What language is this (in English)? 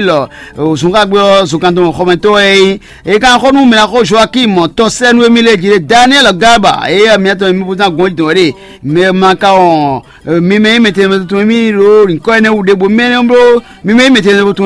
Fon